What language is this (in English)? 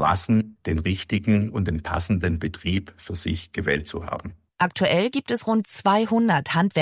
German